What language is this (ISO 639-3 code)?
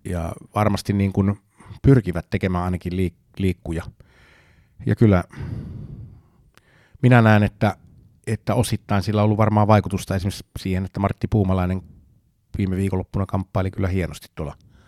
fin